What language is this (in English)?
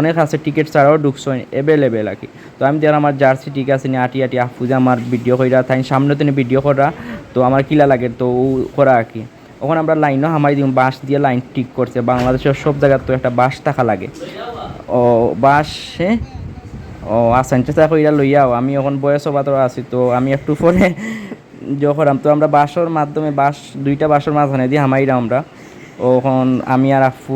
Sylheti